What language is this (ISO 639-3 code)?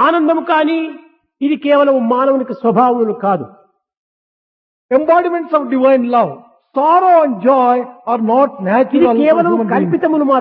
tel